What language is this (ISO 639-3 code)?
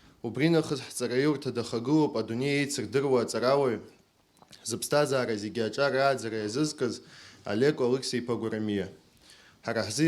abk